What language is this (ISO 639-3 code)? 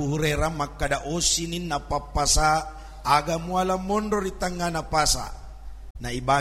bug